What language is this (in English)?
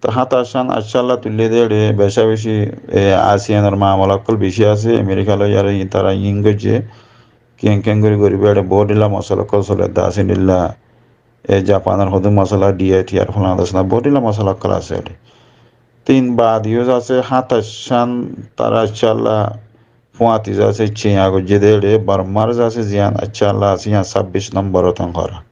Rohingya